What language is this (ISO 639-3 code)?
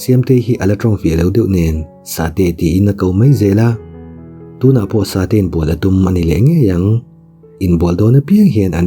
lus